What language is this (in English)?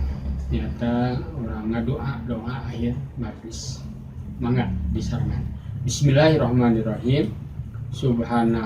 Sundanese